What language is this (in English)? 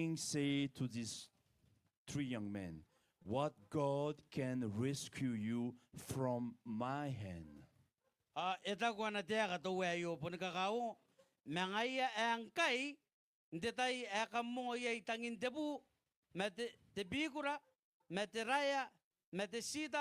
Gilbertese